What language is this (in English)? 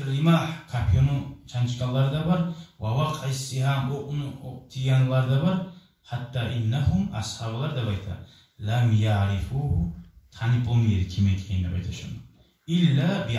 Kumyk